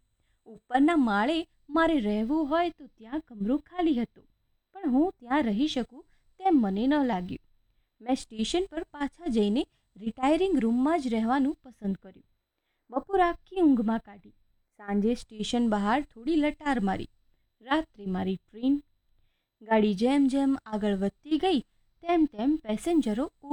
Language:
Gujarati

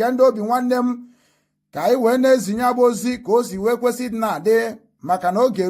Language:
Igbo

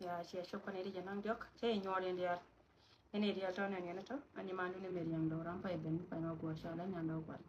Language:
Nuer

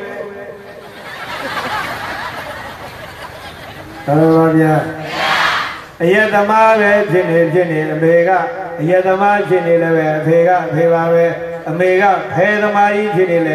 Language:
Burmese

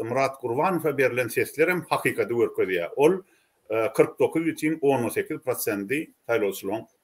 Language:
Turkmen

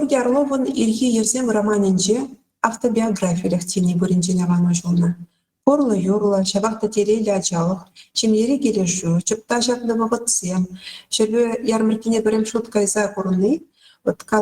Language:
Chuvash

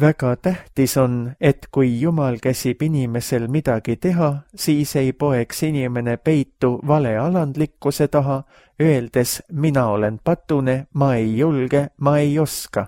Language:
Estonian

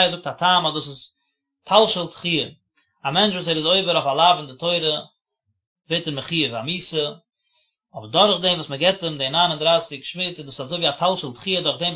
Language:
Yiddish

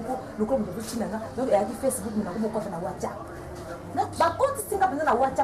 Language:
Lingala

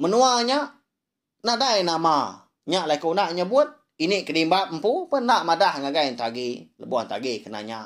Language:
Iban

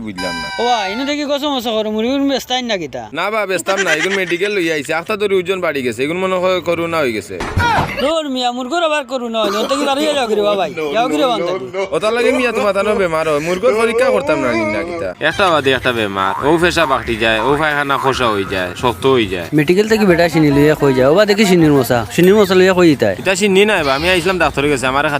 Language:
Sylheti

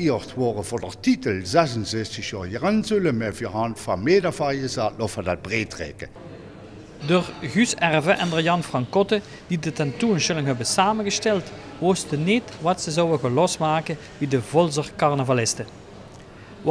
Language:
Limburgish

